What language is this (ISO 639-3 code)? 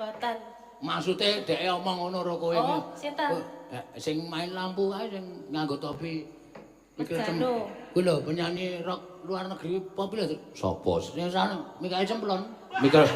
jav